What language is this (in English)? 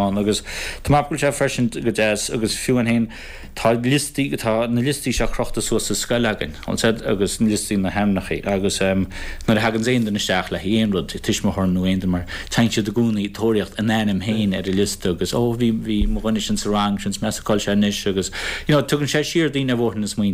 Irish